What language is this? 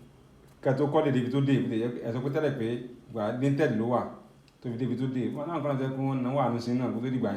Yoruba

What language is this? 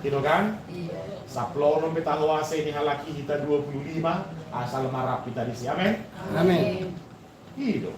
Batak Toba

